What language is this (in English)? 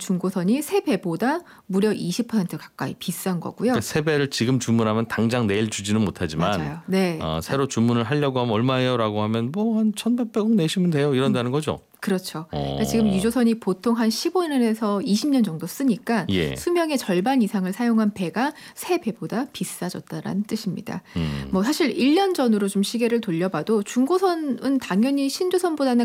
Korean